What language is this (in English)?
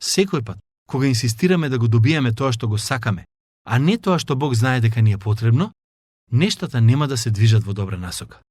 Macedonian